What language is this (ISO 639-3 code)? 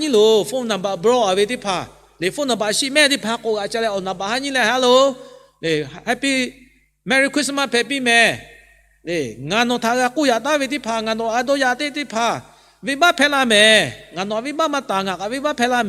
lhu